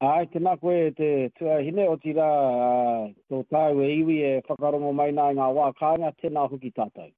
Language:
Māori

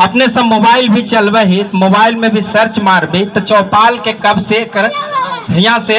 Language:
Magahi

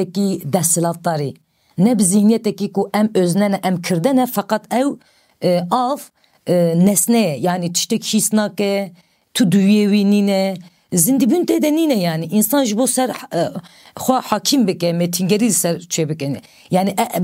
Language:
Kurdish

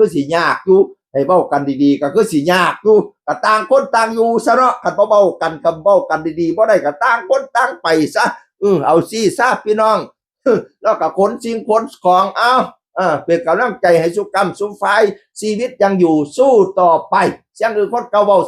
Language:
Northeastern Thai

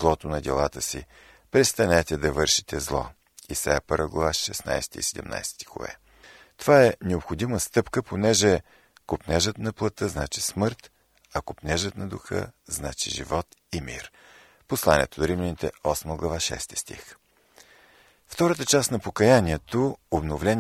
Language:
Bulgarian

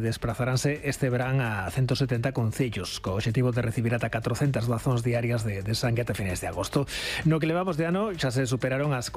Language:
Galician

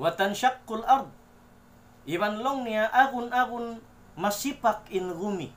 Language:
Tausug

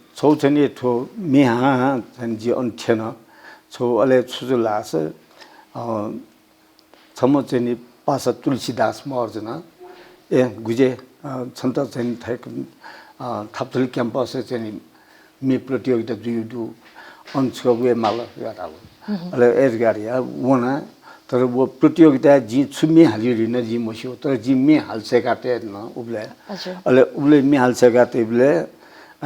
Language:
Newari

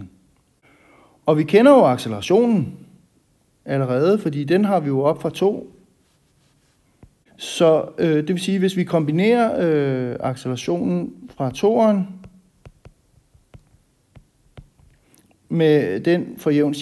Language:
Danish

